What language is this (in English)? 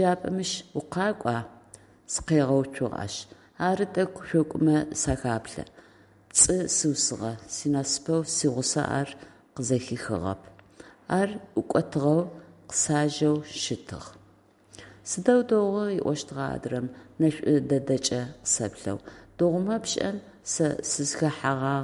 Adyghe